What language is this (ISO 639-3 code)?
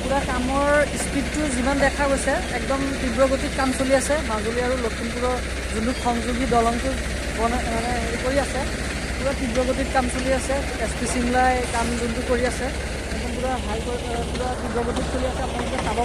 asm